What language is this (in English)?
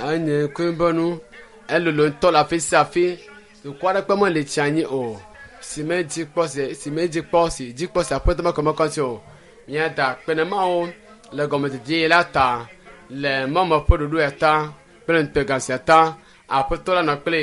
Ewe